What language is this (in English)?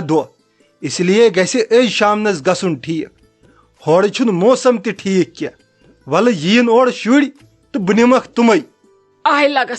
Kashmiri